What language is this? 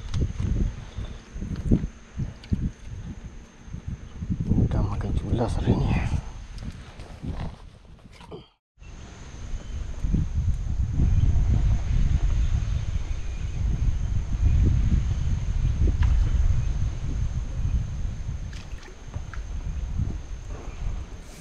Malay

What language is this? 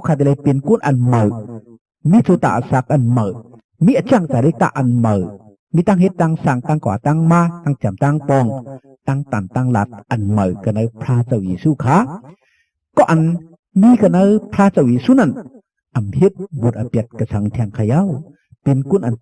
Shan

